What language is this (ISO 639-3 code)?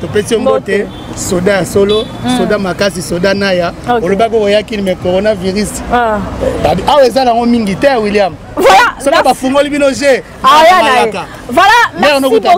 lin